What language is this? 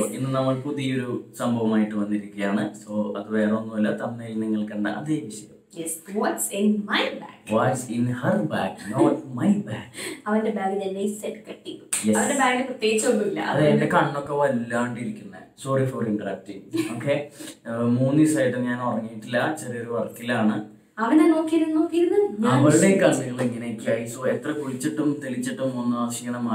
Malayalam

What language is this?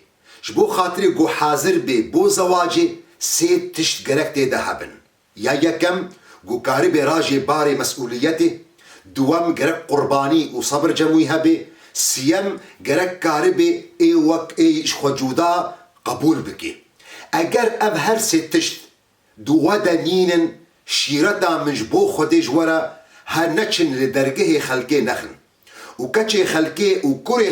Kurdish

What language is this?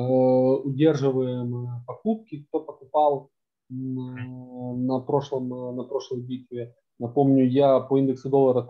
Russian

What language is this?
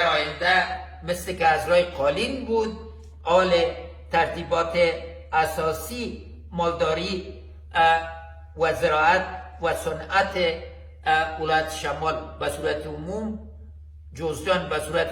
Persian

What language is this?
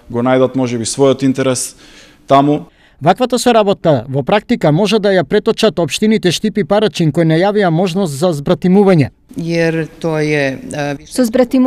Macedonian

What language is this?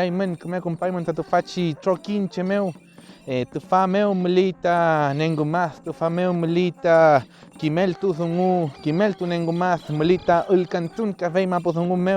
Mapuche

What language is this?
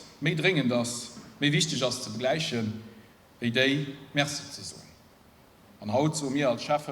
Luxembourgish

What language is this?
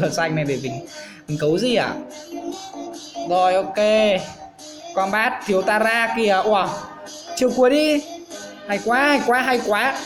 Vietnamese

